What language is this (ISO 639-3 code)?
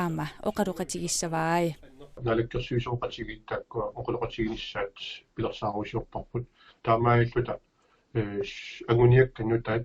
kal